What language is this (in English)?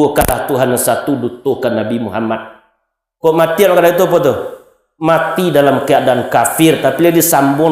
Minangkabau